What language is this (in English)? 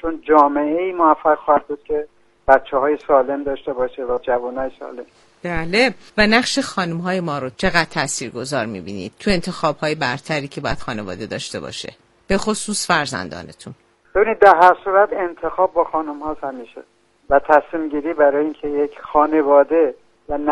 Persian